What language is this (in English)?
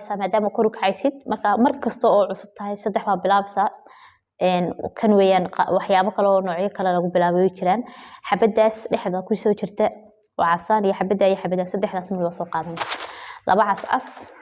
Somali